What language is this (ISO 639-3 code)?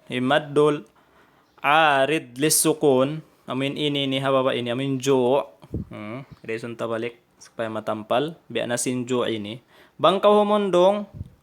tsg